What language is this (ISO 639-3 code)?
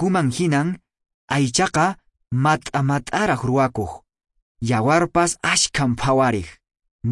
que